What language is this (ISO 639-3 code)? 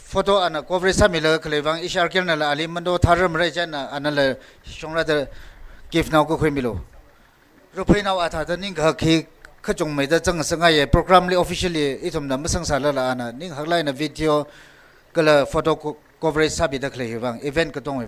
nmf